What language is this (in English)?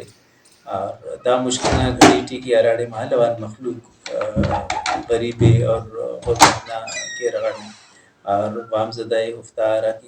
Brahui